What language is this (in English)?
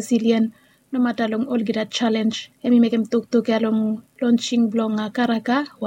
Bislama